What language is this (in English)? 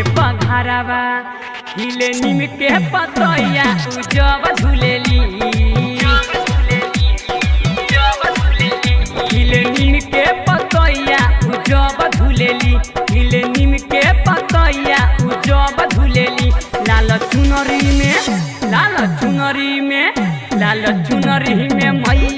Bhojpuri